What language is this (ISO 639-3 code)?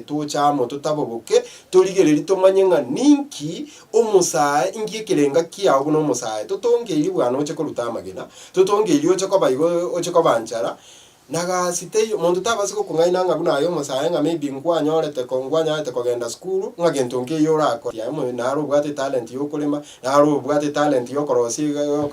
guz